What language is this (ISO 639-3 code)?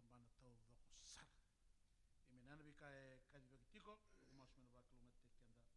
fij